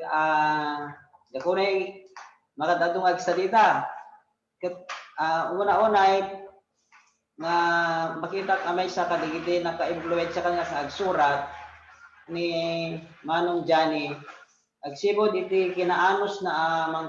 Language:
Iloko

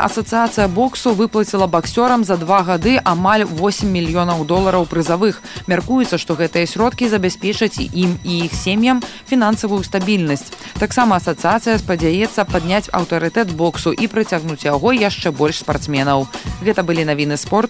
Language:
Belarusian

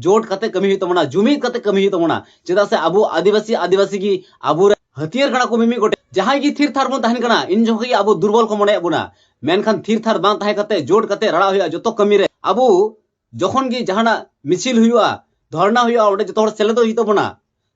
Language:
Santali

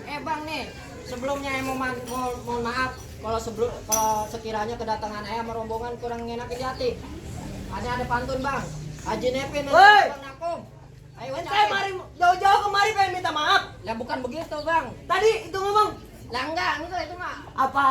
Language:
Betawi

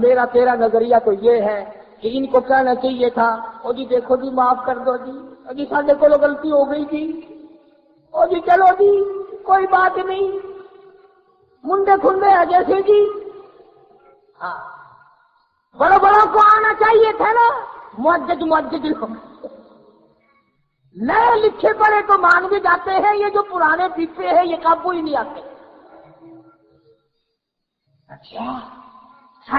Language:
Urdu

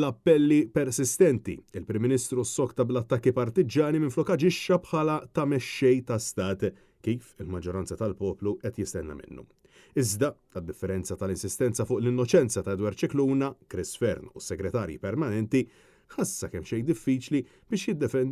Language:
Maltese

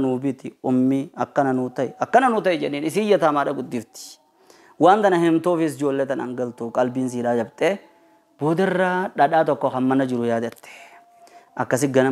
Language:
Oromo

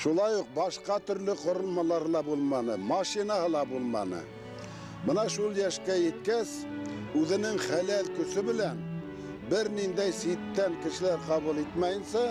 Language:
Bashkir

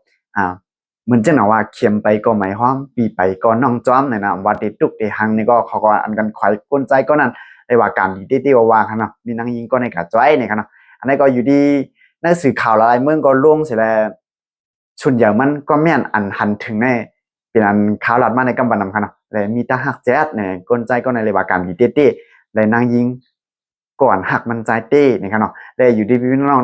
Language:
Shan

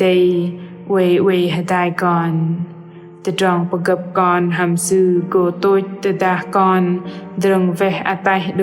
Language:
Bahnar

